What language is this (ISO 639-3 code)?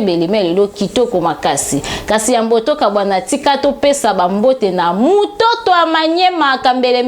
lin